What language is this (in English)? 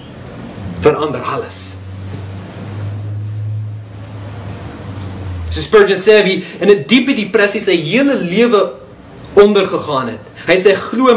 Afrikaans